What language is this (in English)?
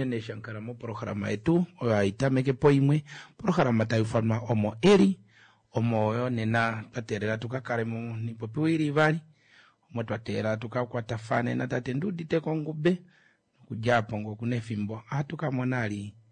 Kuanyama